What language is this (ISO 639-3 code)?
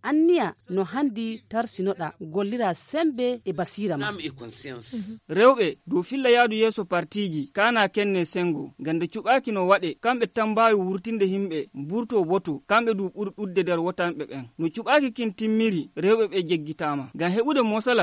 fuv